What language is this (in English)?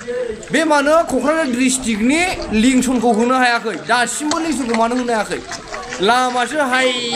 Bodo